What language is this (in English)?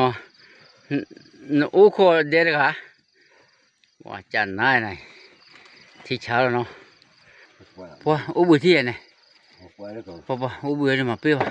S'gaw Karen